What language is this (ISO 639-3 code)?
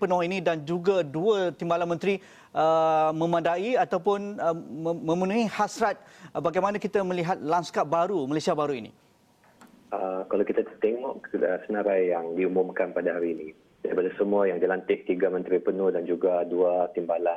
msa